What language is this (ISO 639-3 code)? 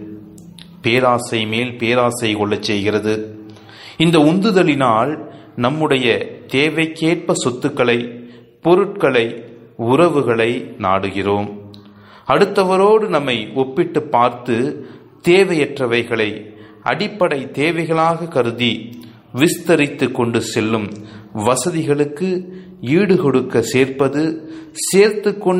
tam